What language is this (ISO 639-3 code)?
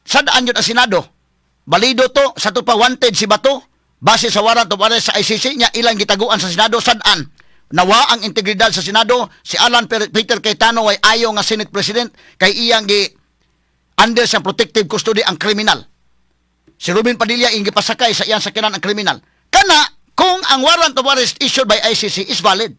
ceb